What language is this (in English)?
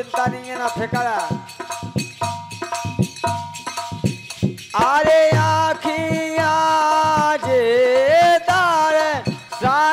Bundeli